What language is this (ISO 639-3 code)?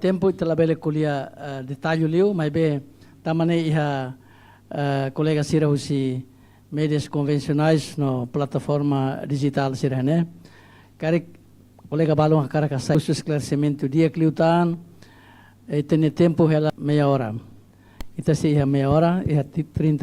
tet